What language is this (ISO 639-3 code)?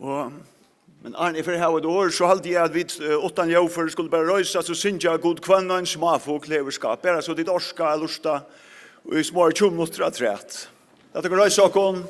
fao